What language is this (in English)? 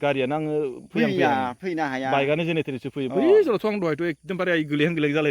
Bodo